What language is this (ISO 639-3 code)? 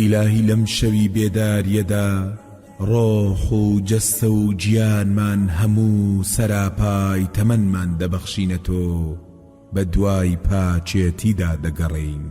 ckb